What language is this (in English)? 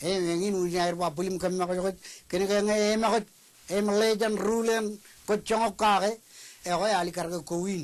Marshallese